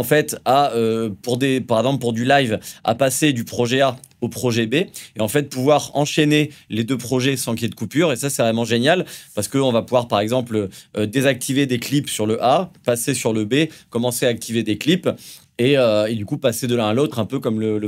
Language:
French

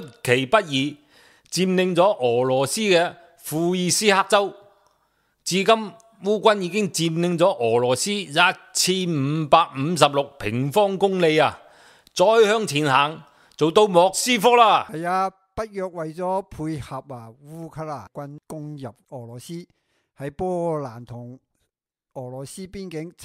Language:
Cantonese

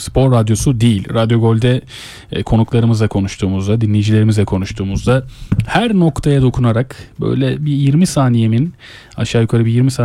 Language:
Turkish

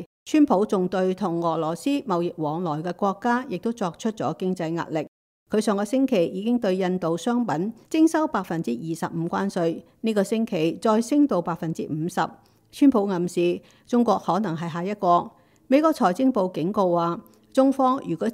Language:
Cantonese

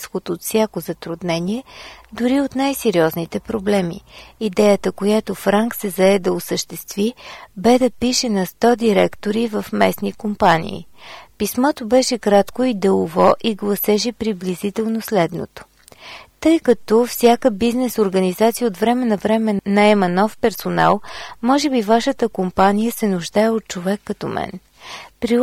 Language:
Bulgarian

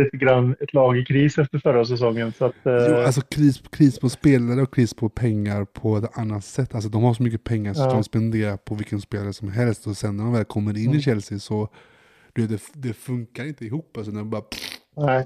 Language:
Swedish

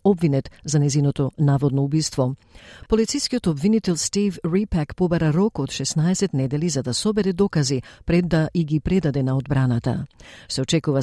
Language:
Macedonian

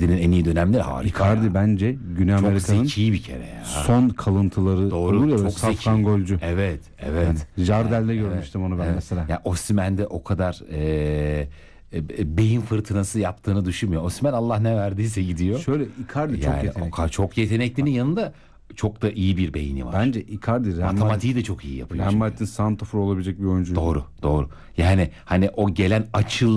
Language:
Turkish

